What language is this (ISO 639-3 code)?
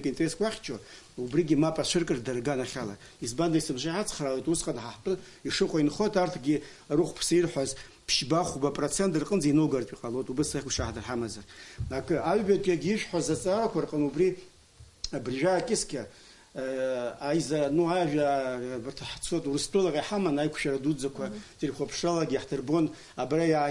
abk